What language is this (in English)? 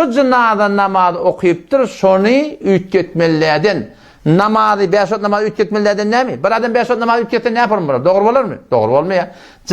Turkmen